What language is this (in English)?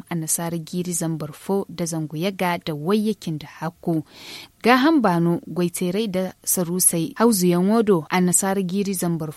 Zarma